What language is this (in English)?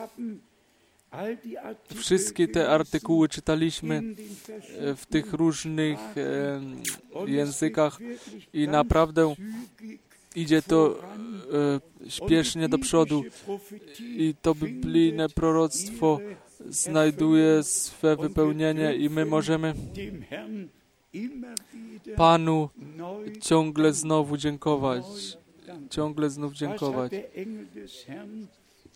Polish